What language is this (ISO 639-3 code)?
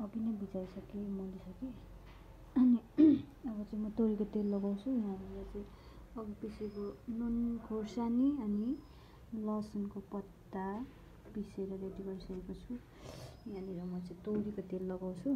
nep